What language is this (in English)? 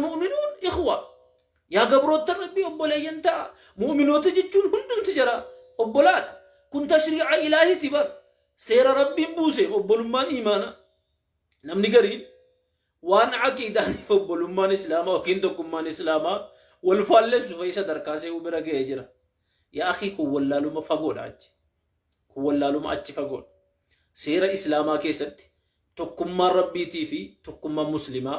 Oromo